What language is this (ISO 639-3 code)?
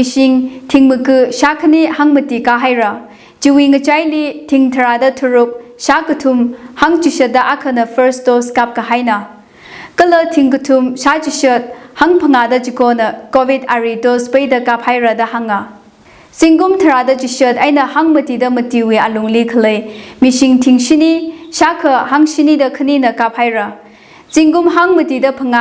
nmf